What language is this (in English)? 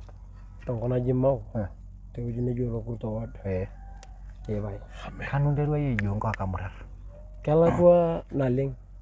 Masai